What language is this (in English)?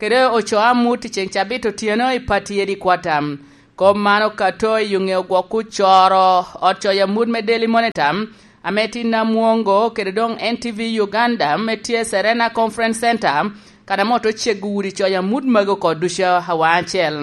Lango (Uganda)